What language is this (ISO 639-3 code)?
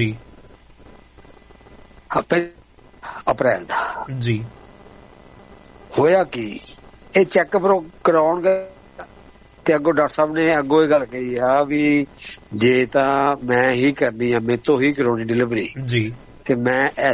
pan